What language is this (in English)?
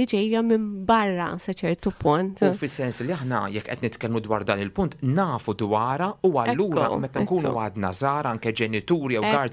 Maltese